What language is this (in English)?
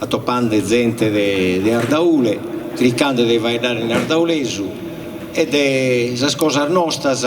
Sardinian